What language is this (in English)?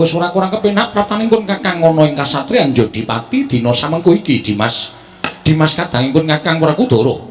Javanese